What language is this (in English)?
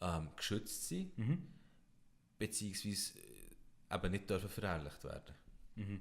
Swiss German